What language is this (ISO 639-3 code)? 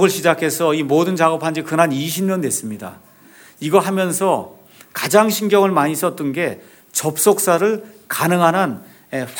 kor